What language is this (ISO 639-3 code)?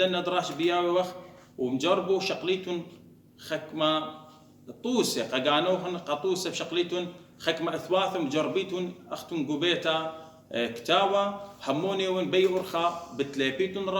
aii